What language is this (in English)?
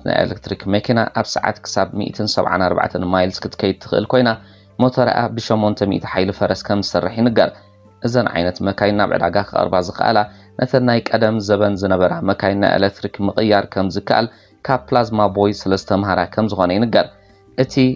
Tigrinya